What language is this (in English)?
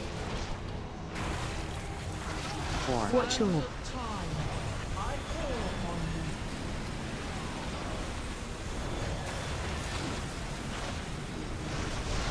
English